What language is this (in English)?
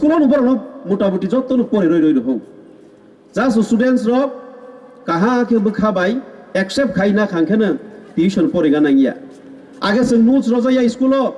Kok Borok